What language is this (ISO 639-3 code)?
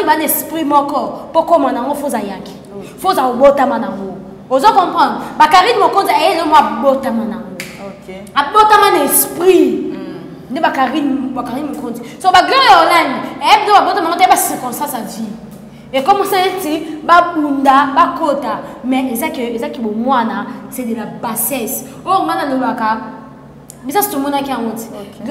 lin